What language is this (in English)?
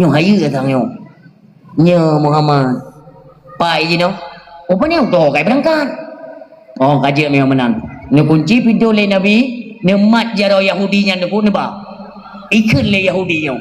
Achinese